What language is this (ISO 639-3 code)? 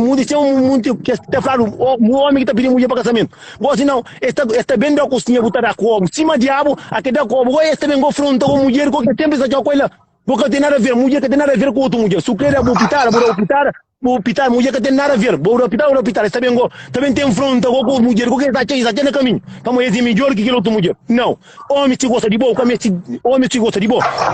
kea